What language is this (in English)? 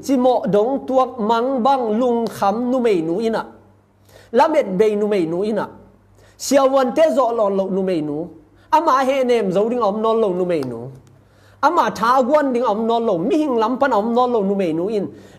Tedim Chin